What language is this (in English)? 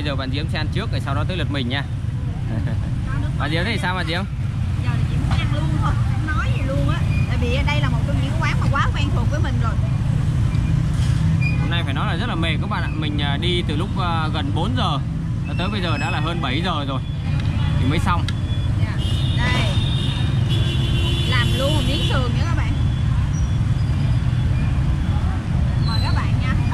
Vietnamese